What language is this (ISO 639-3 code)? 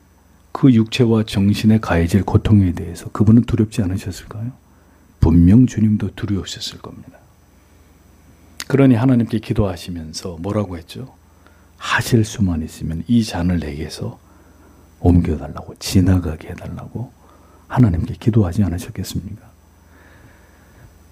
kor